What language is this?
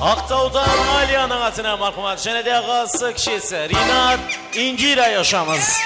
Kara-Kalpak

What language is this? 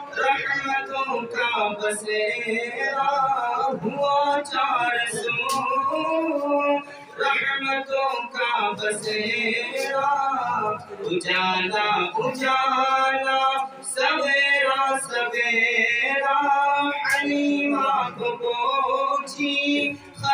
Urdu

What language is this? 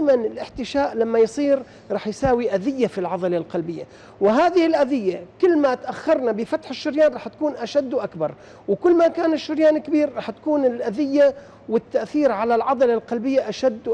North Levantine Arabic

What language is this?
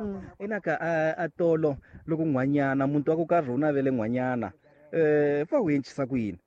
Tsonga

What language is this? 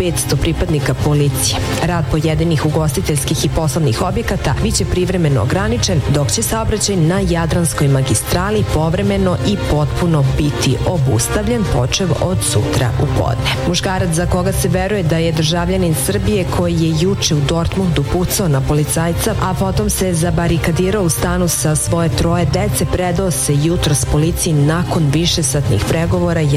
Serbian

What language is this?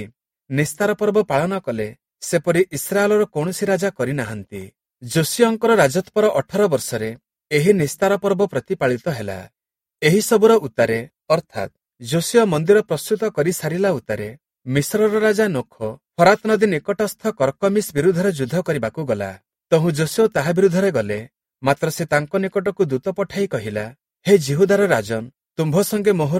Odia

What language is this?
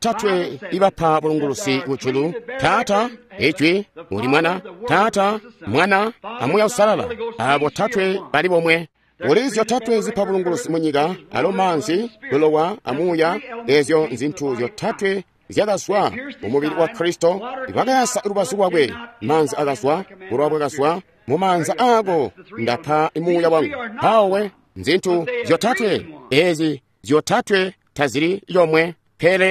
Tonga (Zambia)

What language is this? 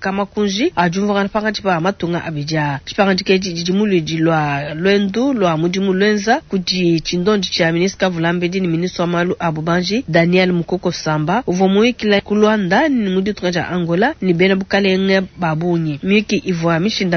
Luba-Lulua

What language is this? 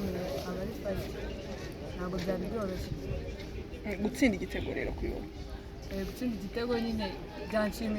Kinyarwanda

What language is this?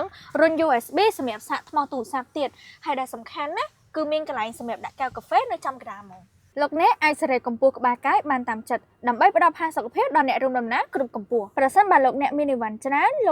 Khmer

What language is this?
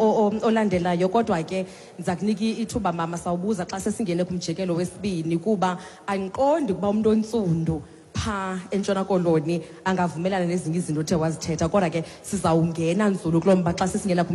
Xhosa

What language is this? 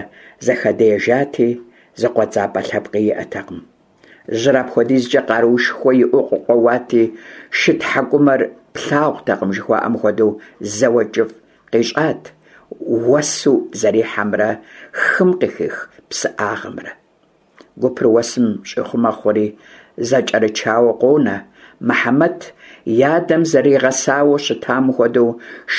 Kabardian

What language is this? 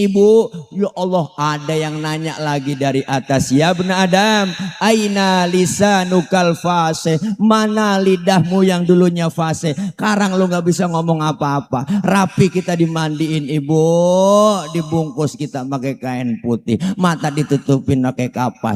Betawi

